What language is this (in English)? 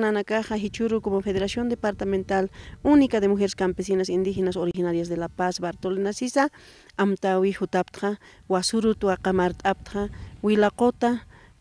Aymara